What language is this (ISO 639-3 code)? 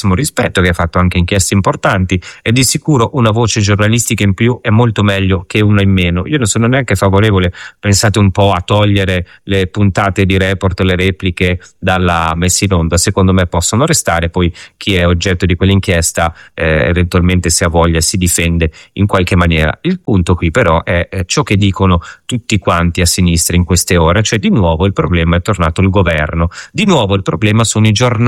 ita